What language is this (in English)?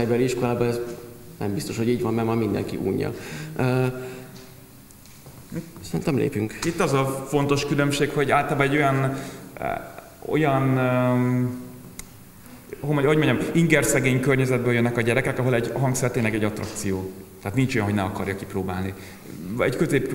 Hungarian